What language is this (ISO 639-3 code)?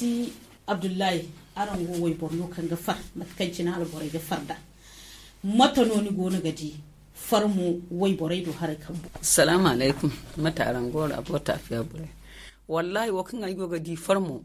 dje